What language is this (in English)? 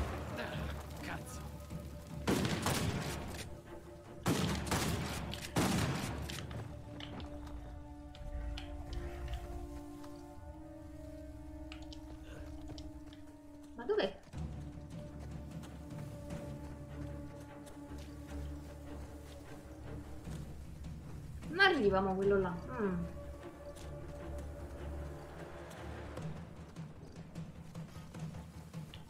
Italian